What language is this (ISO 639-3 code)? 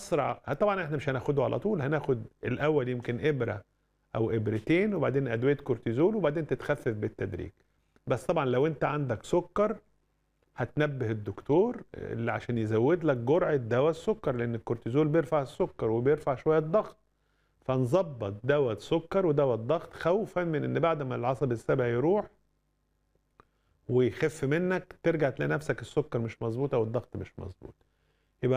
arz